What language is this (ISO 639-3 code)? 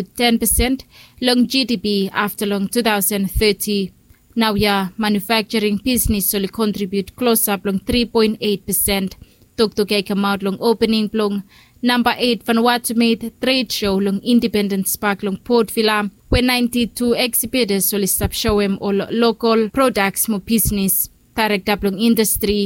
bis